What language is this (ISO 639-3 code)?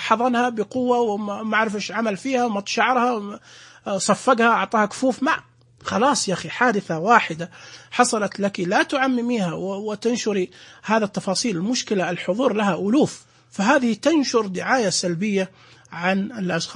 ars